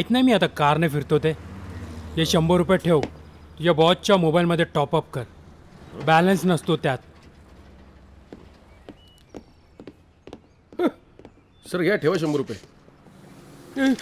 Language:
Marathi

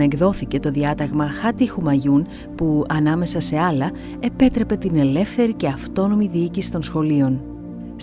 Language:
Greek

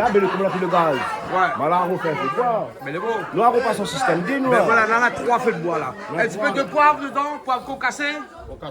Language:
Réunion Creole French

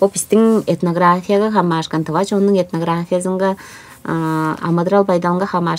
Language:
Tuvinian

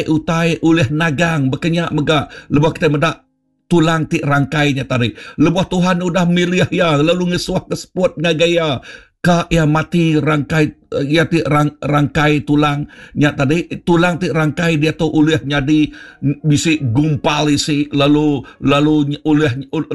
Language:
Iban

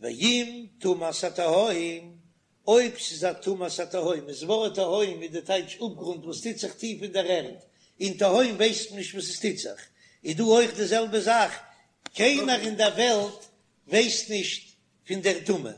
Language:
Yiddish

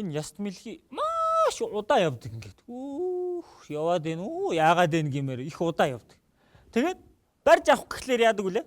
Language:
Mongolian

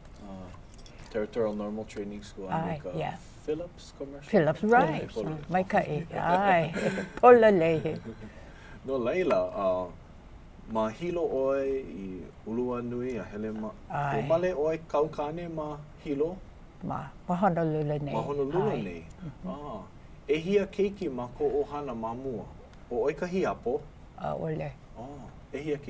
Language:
Hawaiian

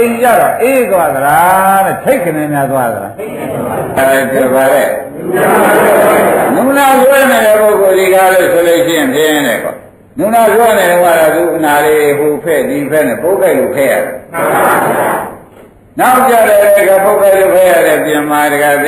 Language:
Burmese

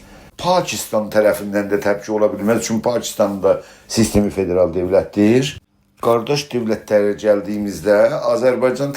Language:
South Azerbaijani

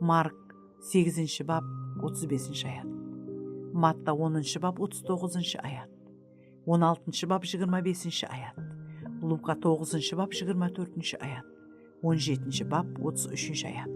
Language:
Kara-Kalpak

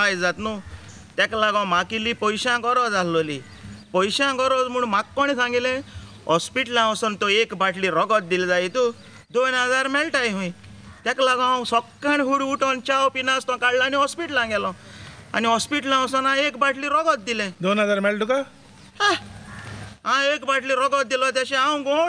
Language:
Konkani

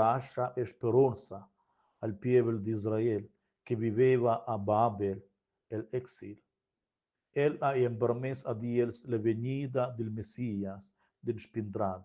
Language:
Romansh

